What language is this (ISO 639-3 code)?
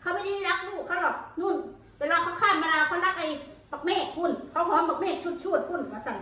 tts